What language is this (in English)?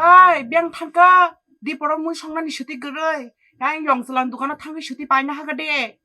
Kok Borok